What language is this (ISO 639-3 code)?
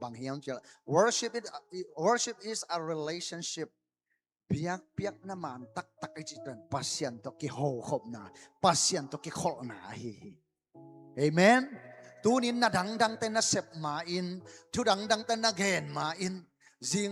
ctd